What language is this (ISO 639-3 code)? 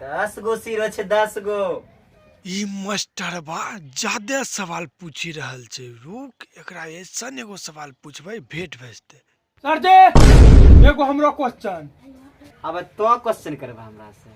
mai